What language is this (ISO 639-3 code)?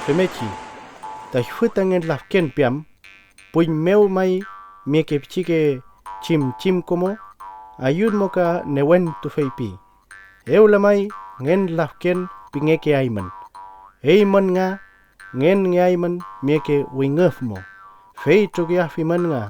arn